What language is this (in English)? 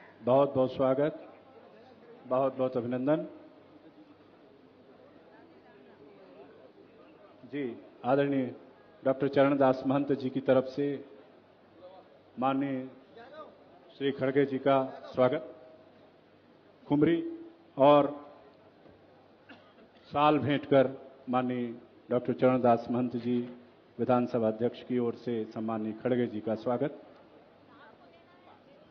Hindi